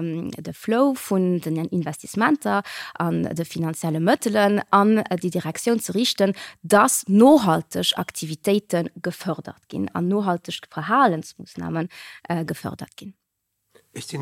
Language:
Luxembourgish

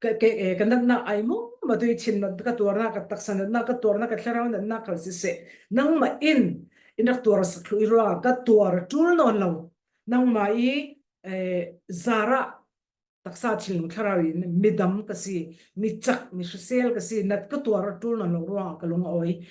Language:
Falam Chin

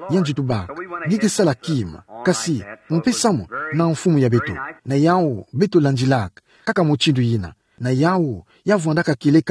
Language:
Kituba (Democratic Republic of Congo)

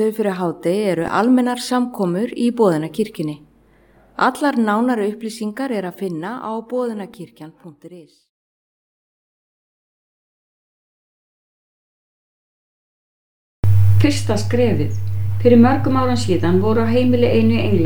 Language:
Icelandic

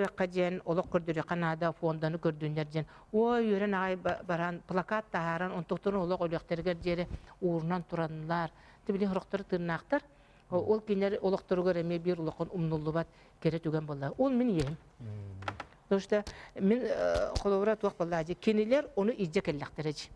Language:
Yakut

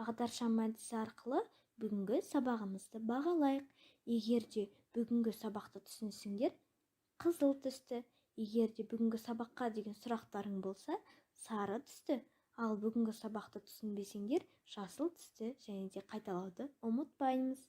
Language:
Kazakh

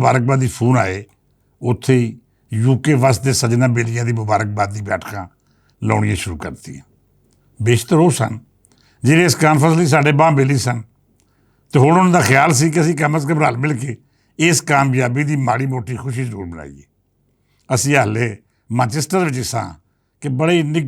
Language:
Western Panjabi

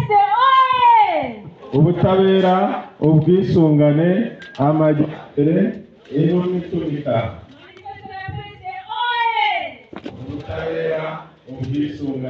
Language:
Kinyarwanda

